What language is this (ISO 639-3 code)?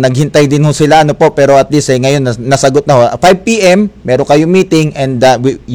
fil